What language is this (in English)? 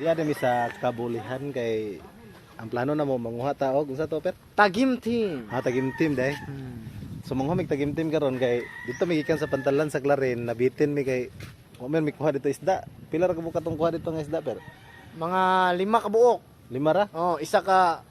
Cebuano